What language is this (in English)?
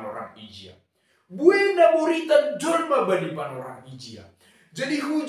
Batak Simalungun